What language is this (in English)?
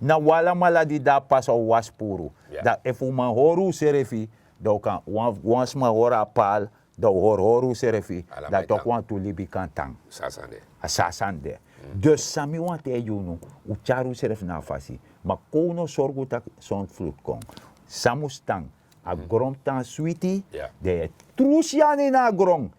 Sranan Tongo